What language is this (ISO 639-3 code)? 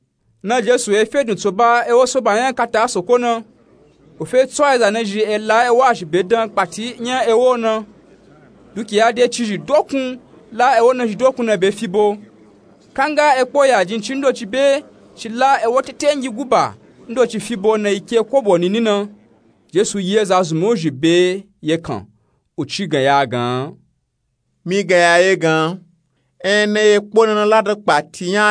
nup